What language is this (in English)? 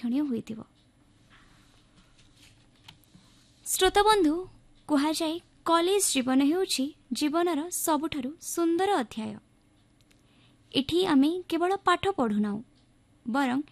Odia